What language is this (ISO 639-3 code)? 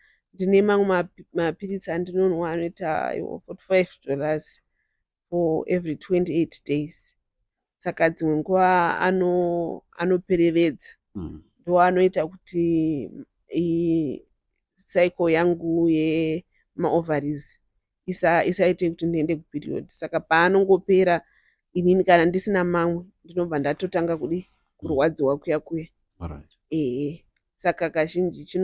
sna